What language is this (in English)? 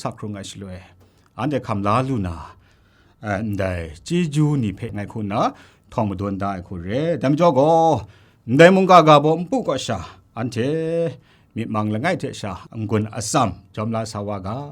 Kachin